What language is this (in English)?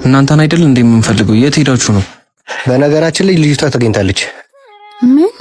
Amharic